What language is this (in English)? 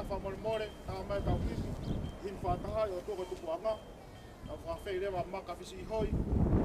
Tongan